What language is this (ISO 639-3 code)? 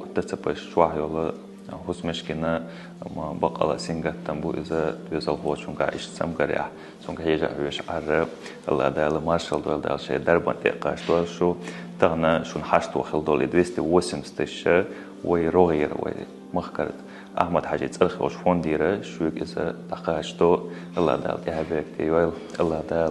che